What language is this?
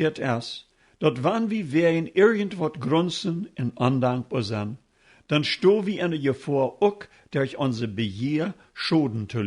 Plautdietsch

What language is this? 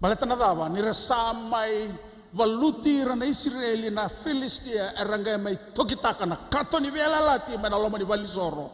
Fijian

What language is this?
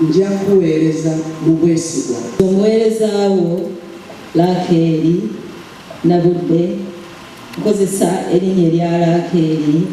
Ganda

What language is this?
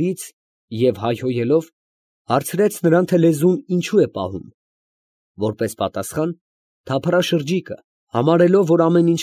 Armenian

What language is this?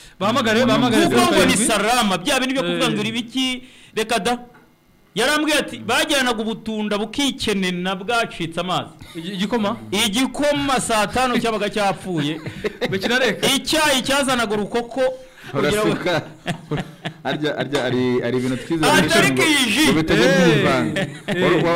Kinyarwanda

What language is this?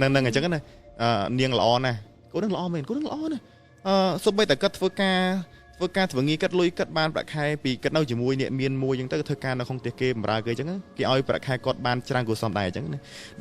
Khmer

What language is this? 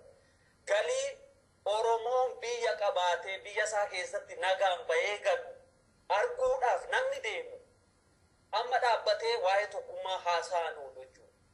Oromo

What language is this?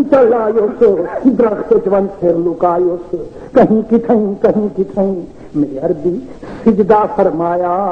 Saraiki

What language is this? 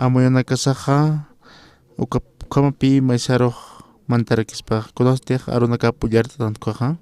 Aymara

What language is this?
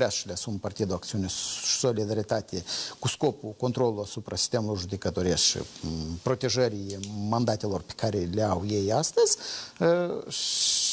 Romanian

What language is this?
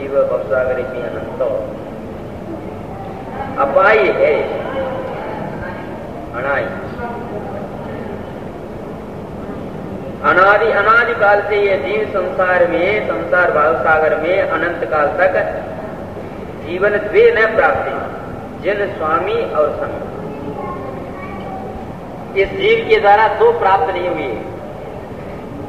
Hindi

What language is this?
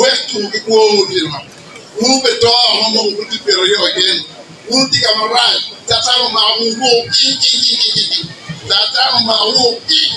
Acoli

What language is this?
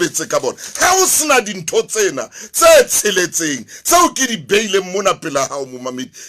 Southern Sotho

